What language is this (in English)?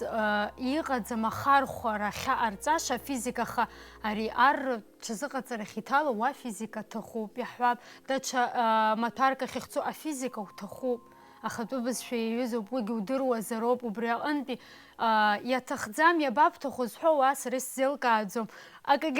Abkhazian